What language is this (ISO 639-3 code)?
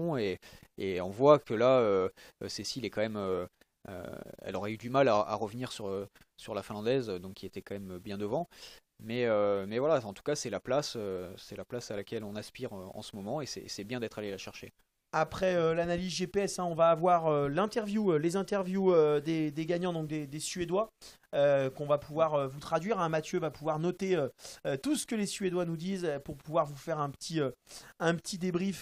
fra